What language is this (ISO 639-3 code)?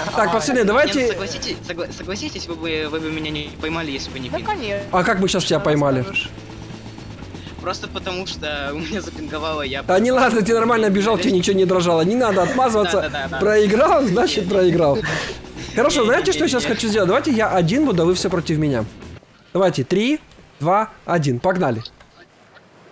rus